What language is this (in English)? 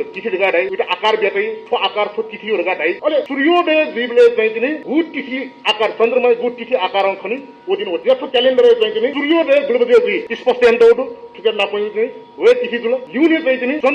Newari